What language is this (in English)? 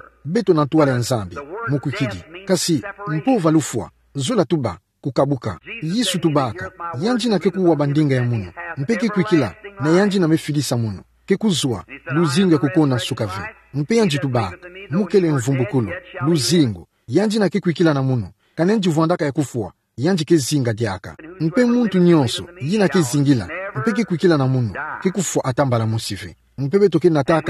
Kituba (Democratic Republic of Congo)